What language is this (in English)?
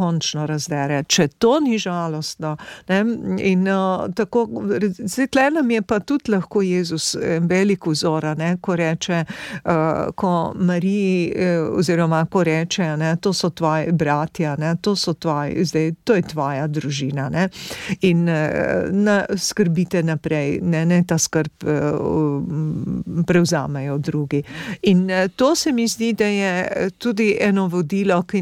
Slovenian